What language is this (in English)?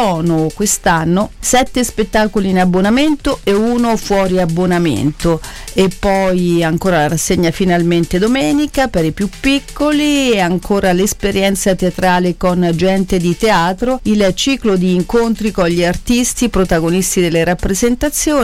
Italian